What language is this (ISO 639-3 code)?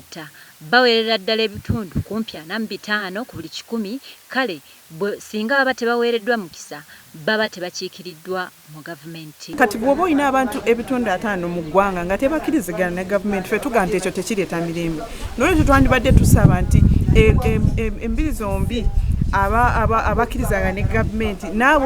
lug